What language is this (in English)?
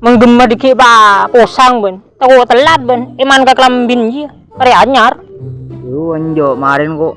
Madurese